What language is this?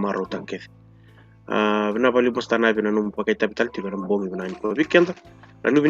Fijian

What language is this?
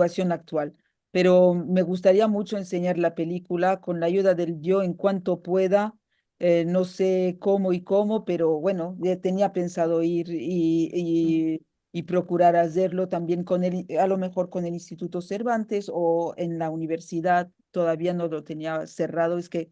Ladino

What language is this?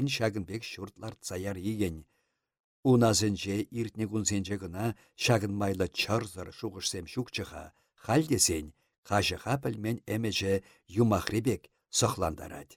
Chuvash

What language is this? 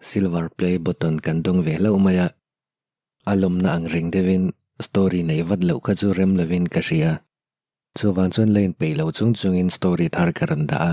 Mizo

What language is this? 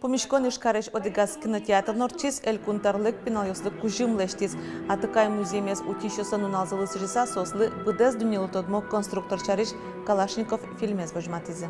Udmurt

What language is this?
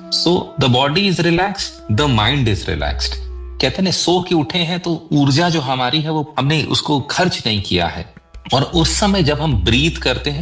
Hindi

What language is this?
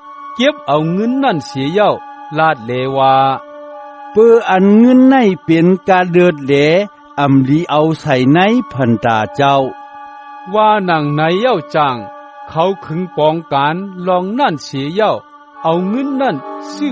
Shan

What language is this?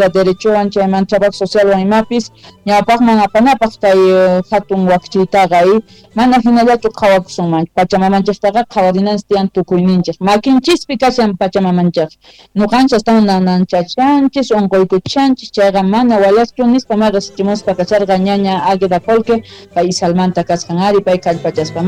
South Bolivian Quechua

